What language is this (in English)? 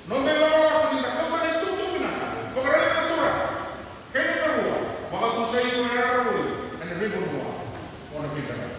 Fijian